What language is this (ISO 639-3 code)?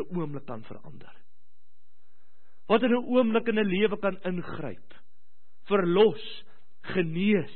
afr